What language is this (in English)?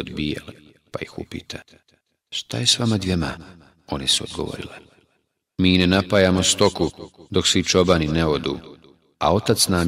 Bosnian